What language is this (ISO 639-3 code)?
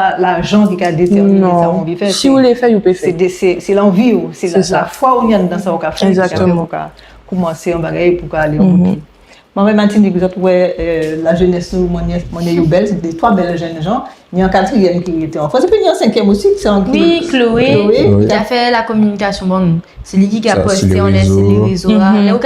gcf